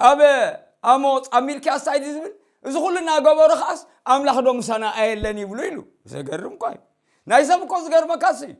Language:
Tigrinya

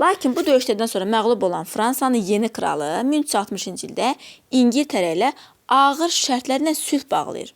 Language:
Azerbaijani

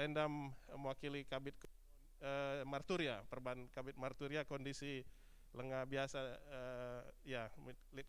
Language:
Batak Karo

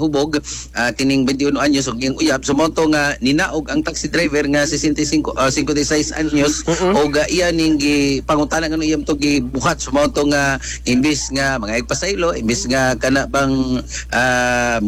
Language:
Cebuano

